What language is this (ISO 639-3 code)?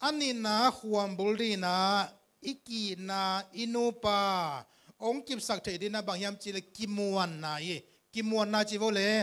ctd